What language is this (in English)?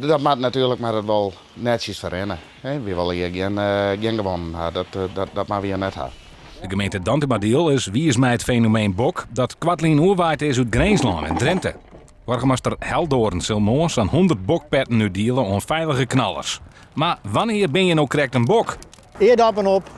Western Frisian